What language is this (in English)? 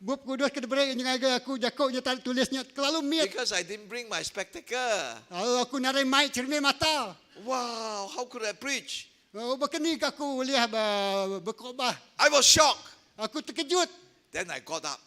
Iban